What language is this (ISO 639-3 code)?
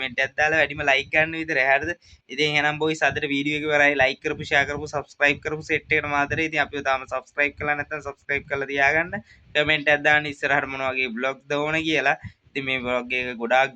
sin